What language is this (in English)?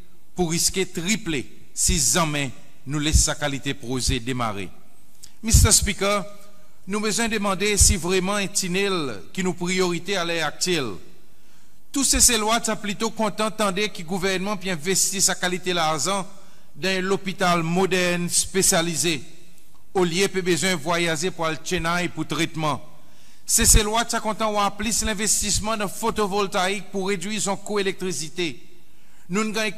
Seselwa Creole French